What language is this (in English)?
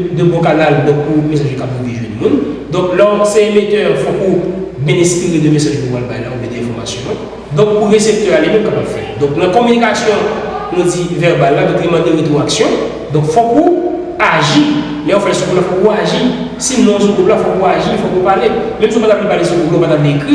Haitian Creole